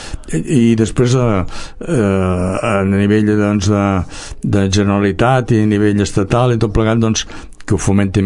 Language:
Catalan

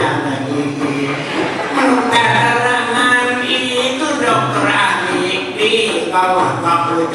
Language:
Banjar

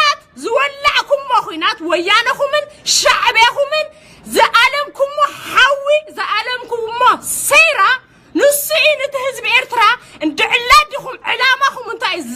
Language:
Tigrinya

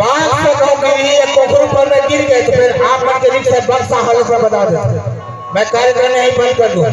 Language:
Chhattisgarhi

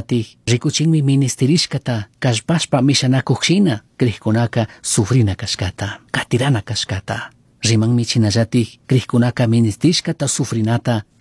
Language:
Chimborazo Highland Quichua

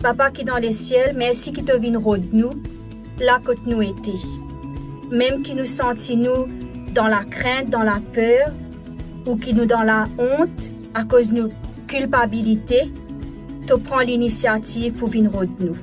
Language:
Morisyen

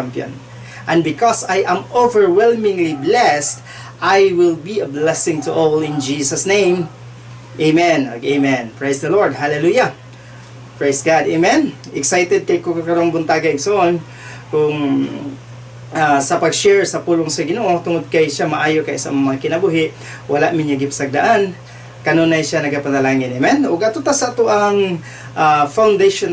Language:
Cebuano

